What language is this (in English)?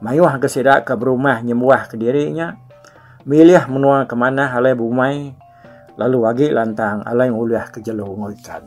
Iban